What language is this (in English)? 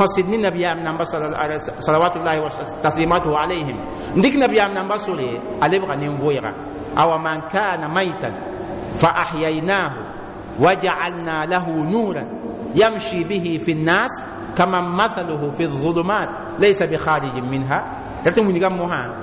Mossi